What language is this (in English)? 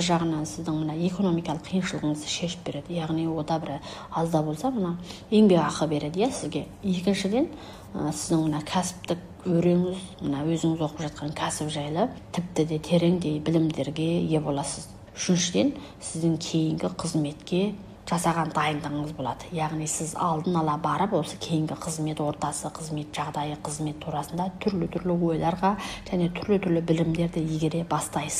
Kazakh